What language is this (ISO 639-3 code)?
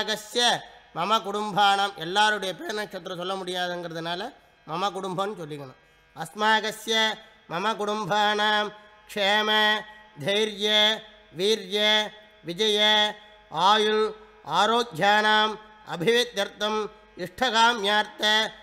tam